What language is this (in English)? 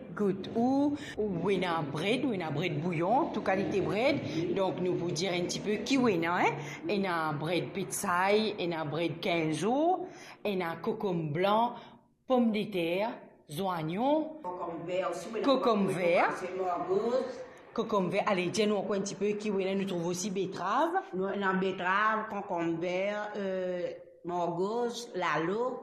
Morisyen